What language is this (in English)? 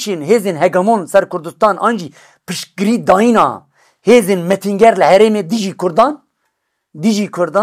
Kurdish